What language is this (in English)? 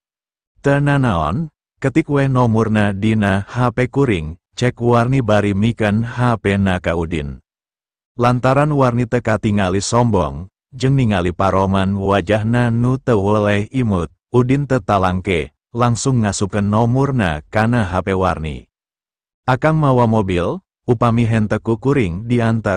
Sundanese